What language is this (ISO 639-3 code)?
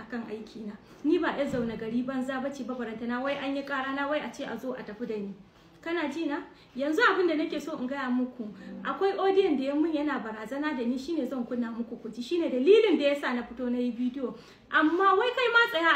hau